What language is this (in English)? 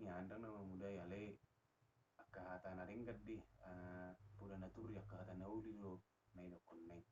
Batak Toba